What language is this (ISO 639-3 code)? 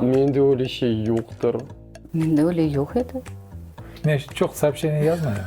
crh